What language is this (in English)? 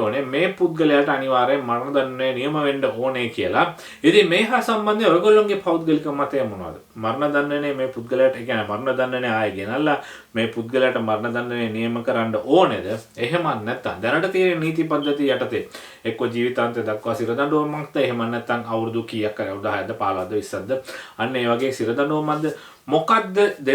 Sinhala